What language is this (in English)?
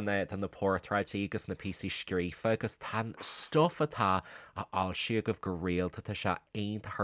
Irish